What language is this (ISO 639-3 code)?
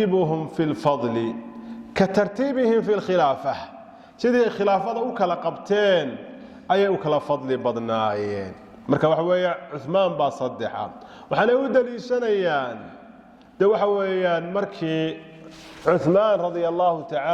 som